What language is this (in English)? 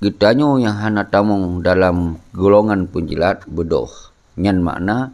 Achinese